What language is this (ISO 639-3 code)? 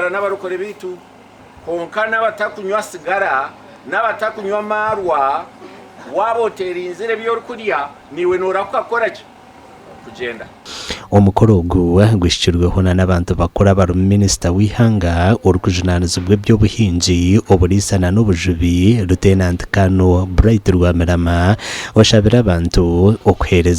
nyn